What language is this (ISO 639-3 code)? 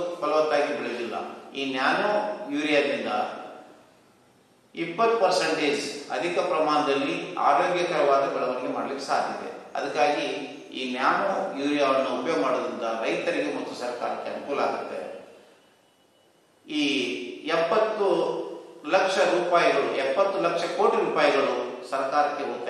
kan